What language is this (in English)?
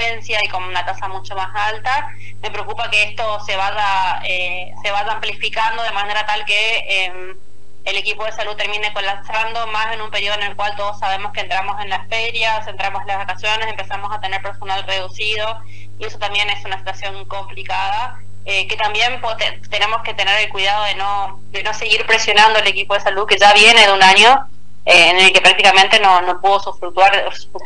Spanish